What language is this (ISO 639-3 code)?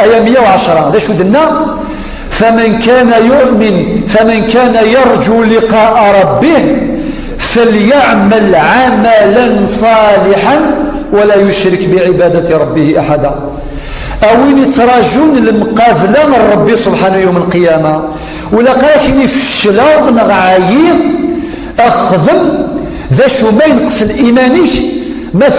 kab